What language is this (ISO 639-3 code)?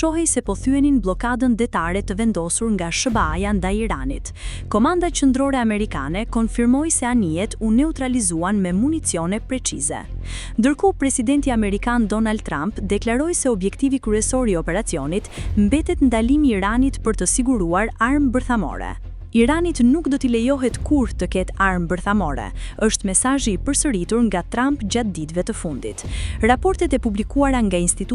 sqi